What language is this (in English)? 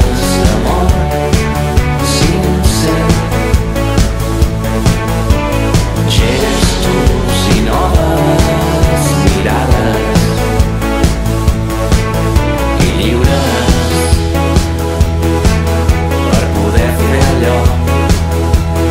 Catalan